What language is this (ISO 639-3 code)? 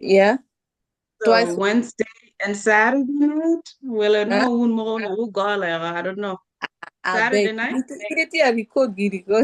ach